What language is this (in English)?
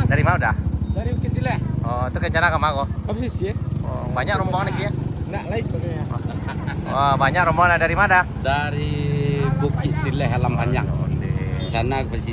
Minangkabau